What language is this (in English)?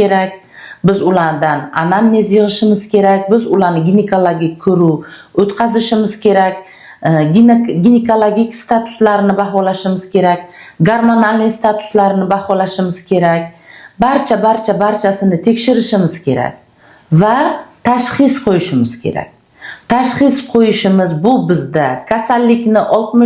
Uzbek